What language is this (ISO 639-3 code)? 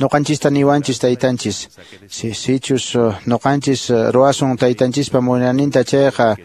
que